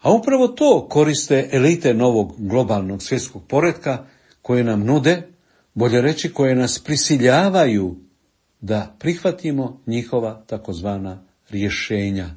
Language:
Croatian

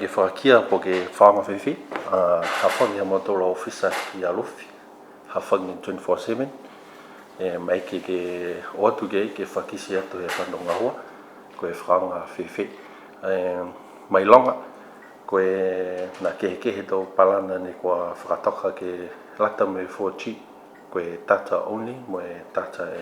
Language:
Niuean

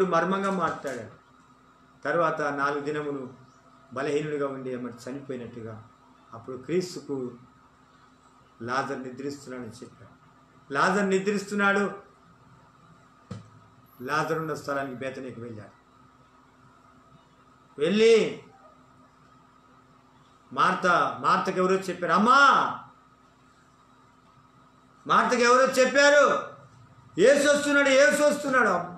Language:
Telugu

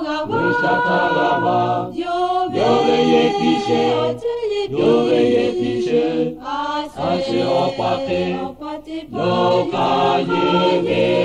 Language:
Lahu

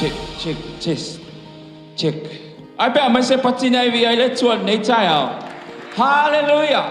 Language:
Samoan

